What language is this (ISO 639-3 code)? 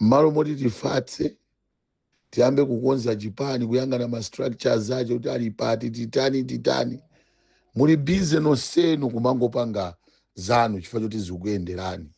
nya